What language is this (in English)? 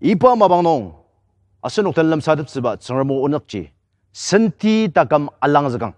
Ao Naga